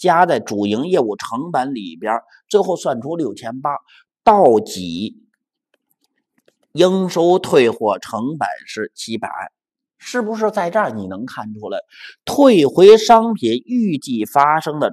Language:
Chinese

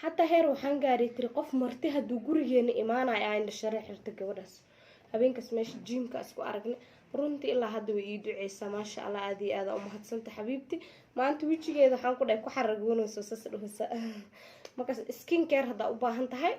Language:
Somali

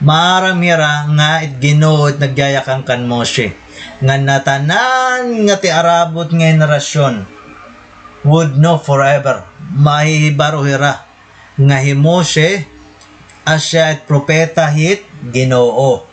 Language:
Waray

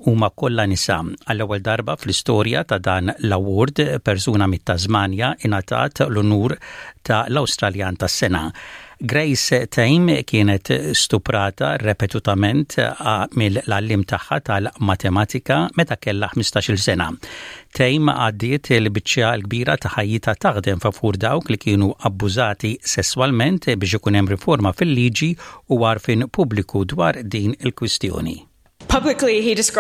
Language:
Maltese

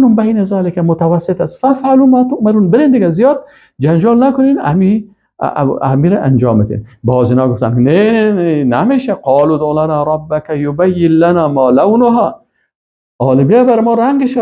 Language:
Persian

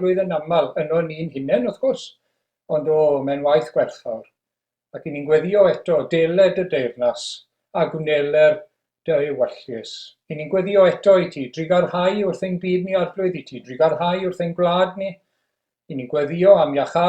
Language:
Welsh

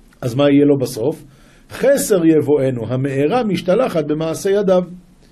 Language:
Hebrew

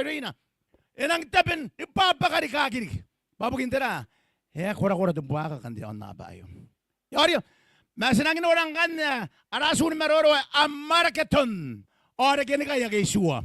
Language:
Gilbertese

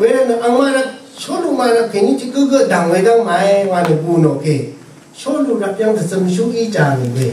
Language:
Rawang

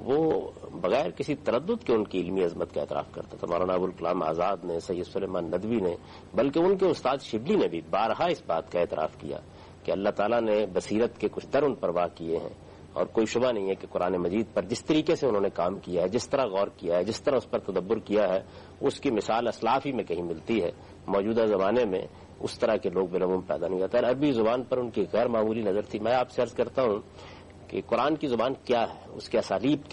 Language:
Urdu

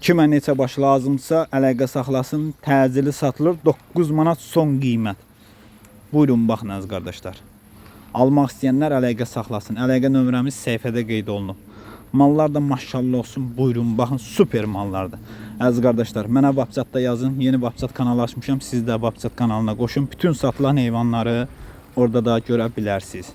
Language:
Azerbaijani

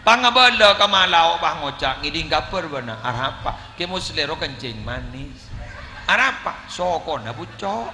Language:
Madurese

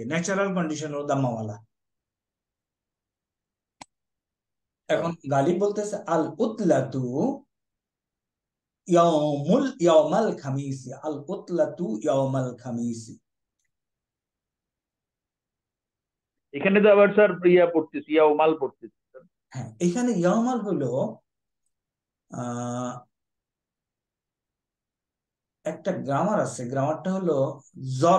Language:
Bangla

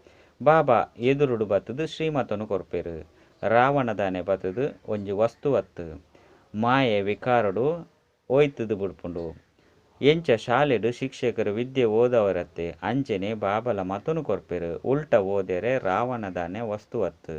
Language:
Tulu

